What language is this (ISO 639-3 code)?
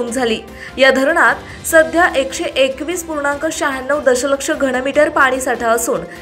mar